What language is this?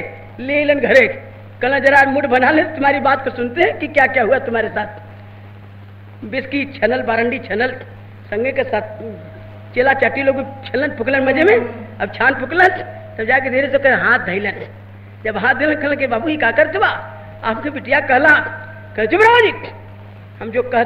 Bhojpuri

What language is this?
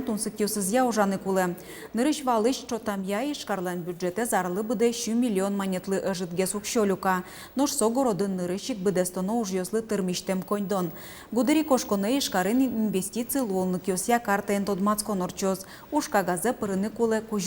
Udmurt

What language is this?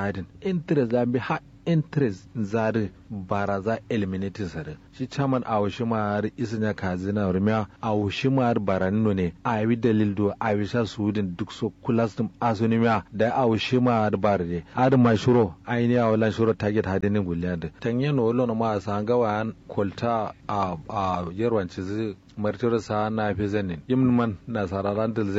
Kanuri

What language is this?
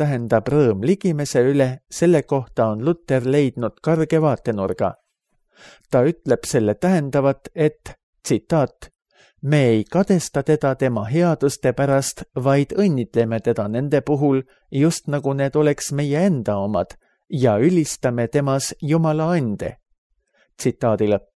Estonian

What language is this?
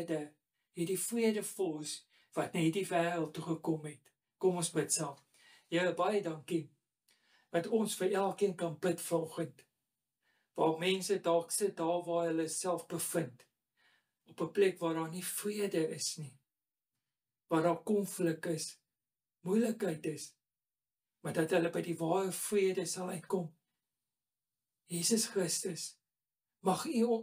Afrikaans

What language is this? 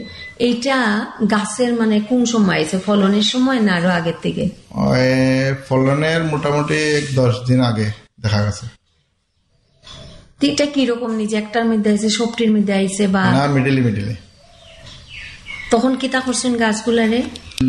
Bangla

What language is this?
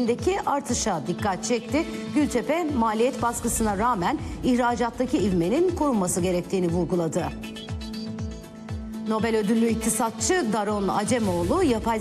Turkish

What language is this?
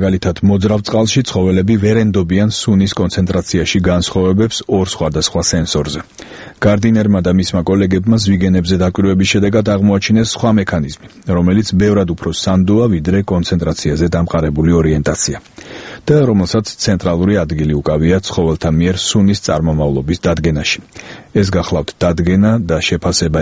Georgian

